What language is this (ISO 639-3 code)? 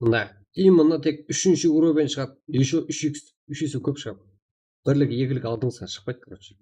kaa